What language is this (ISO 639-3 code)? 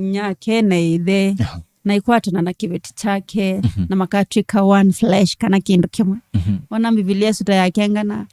kam